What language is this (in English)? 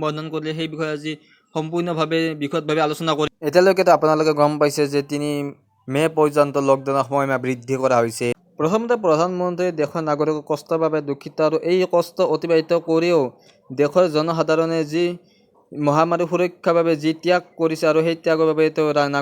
Assamese